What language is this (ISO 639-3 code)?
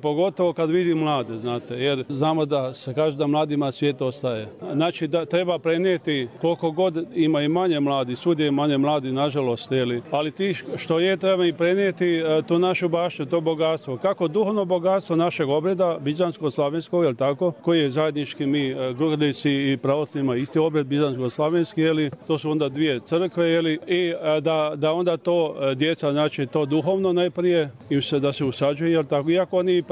hrv